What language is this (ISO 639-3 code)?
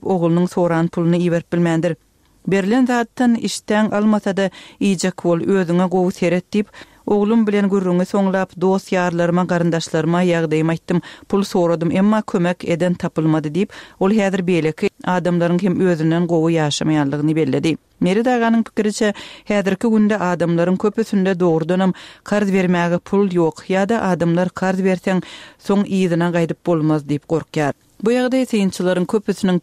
tuk